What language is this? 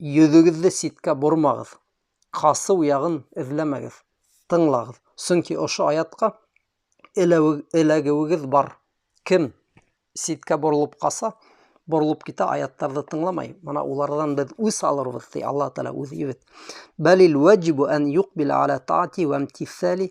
Bashkir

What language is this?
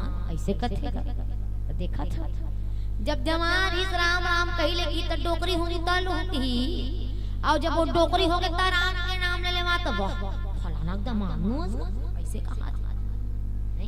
Chhattisgarhi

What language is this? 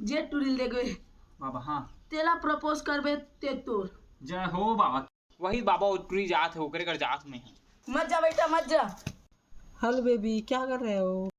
Chhattisgarhi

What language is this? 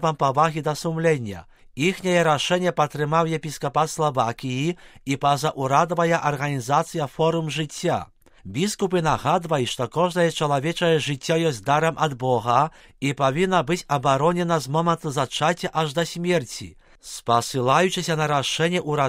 Belarusian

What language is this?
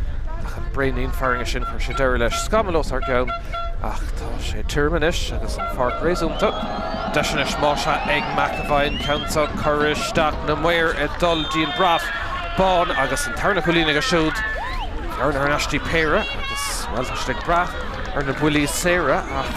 Irish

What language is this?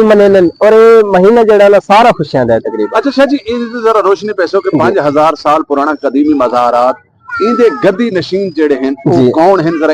Saraiki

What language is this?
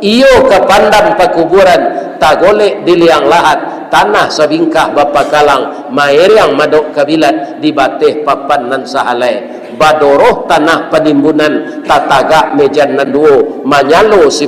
Minangkabau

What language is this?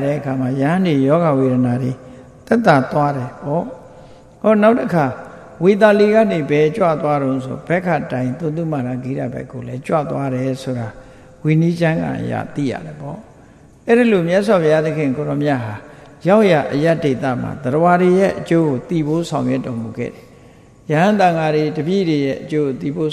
Burmese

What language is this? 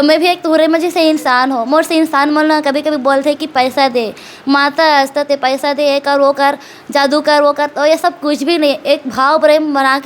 Chhattisgarhi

